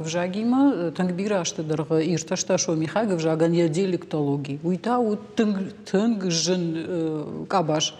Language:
Ossetic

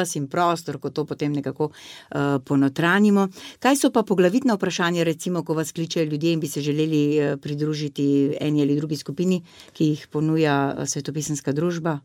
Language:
Slovenian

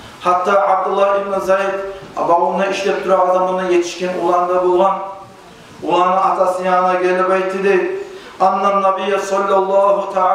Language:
Kumyk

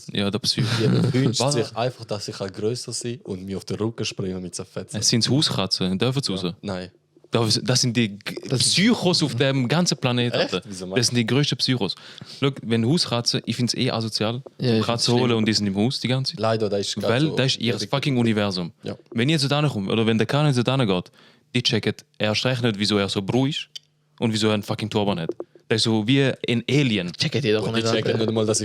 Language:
Swiss German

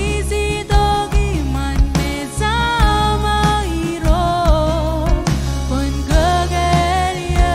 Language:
Marshallese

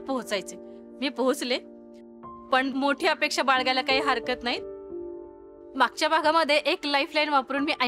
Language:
Marathi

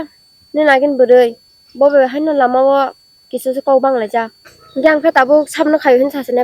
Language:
Kok Borok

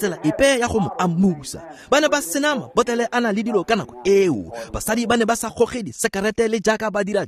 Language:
Tswana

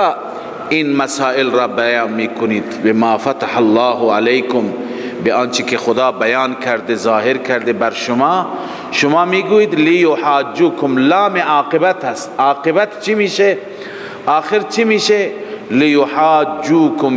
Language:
Persian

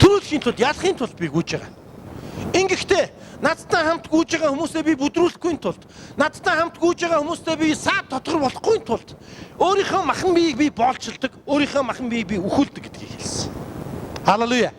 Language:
Mongolian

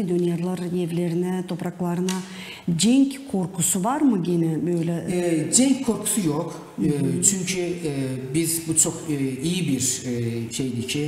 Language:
Gagauz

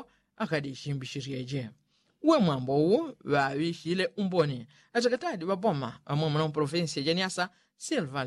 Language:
Yao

